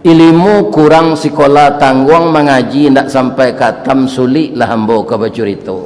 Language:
Minangkabau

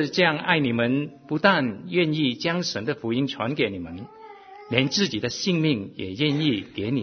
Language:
Chinese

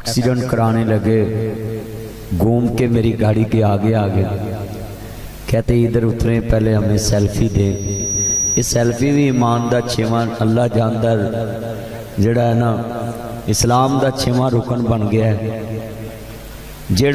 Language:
Urdu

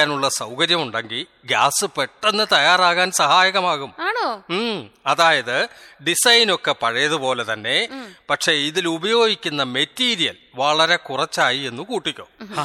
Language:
Malayalam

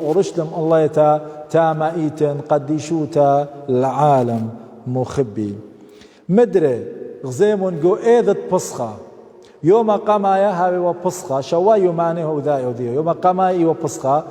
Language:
Assyrian Neo-Aramaic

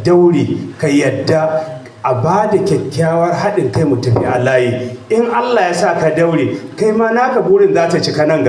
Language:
Hausa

